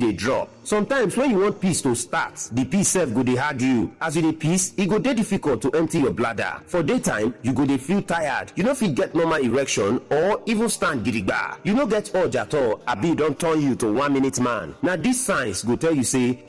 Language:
Nigerian Pidgin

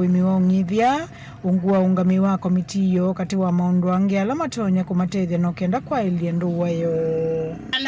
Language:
Kamba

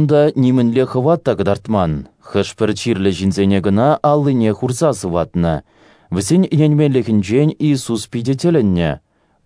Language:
Chuvash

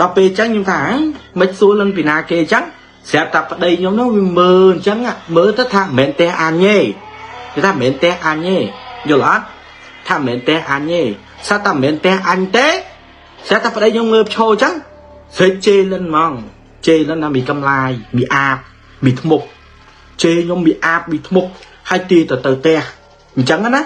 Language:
Khmer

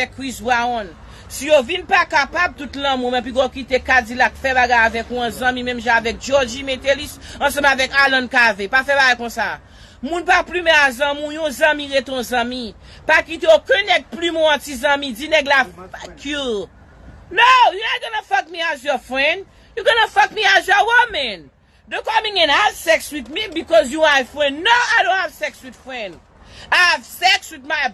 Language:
Haitian Creole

